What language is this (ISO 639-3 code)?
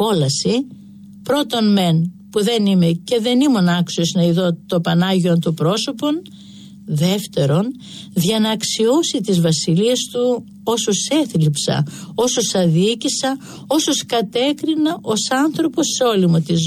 ell